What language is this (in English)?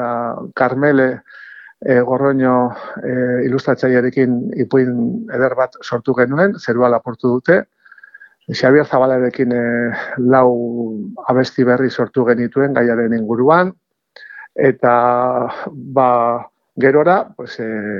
Basque